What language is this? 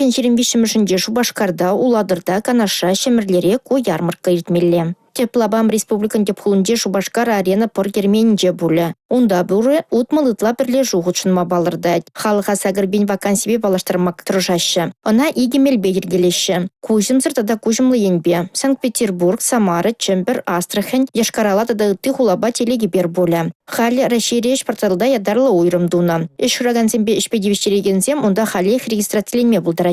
Chuvash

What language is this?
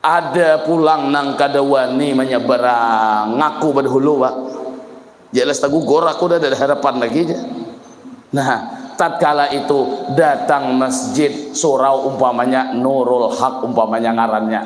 Banjar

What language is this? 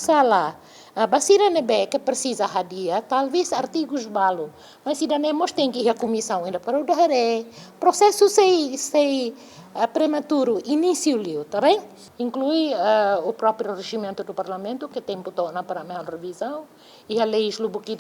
Tetum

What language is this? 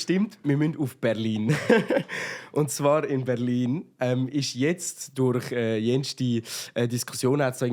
Swiss German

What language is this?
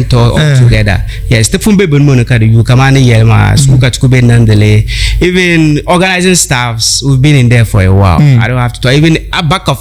Dagbani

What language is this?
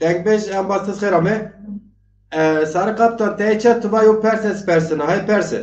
Zaza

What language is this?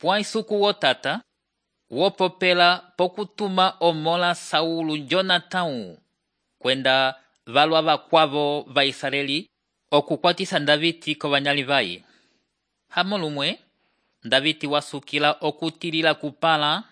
Umbundu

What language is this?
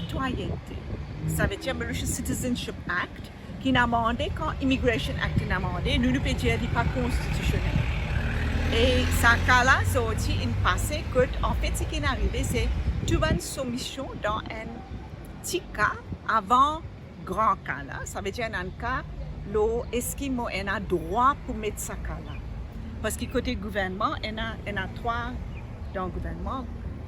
Morisyen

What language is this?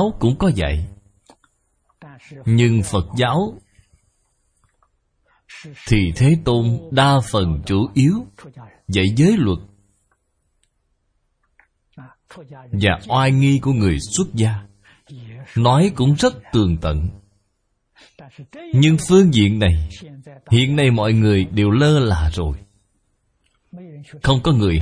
Vietnamese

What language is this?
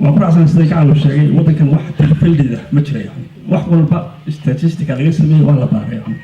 Somali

